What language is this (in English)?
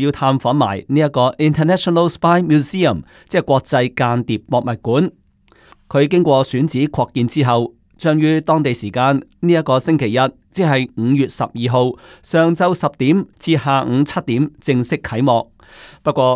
Cantonese